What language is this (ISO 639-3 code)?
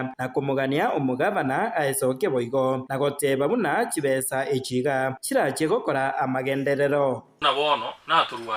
guz